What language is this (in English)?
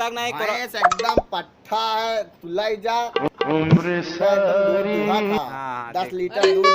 Awadhi